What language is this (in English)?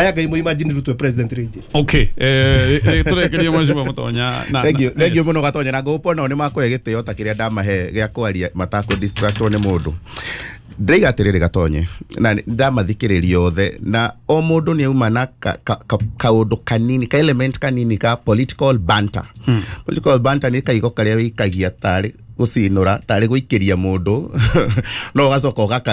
Kikuyu